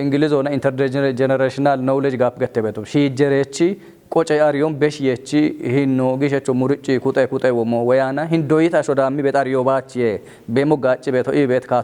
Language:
Kafa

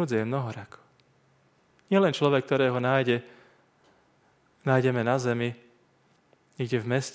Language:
Slovak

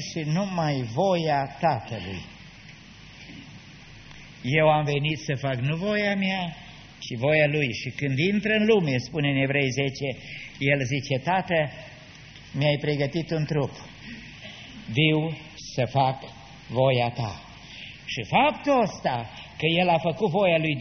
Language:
Romanian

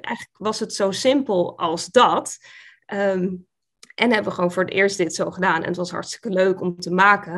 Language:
Dutch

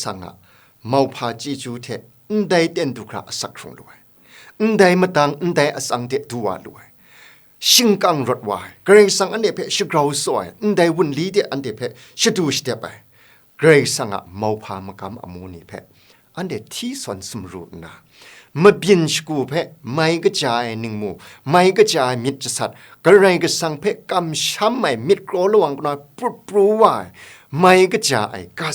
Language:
Kachin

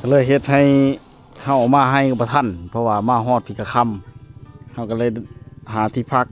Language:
Lao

